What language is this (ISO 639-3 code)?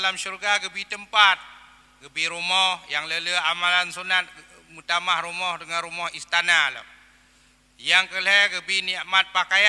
ace